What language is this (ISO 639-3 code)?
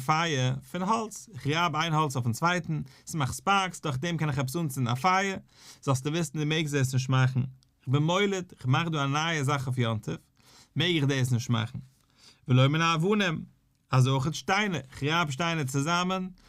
yid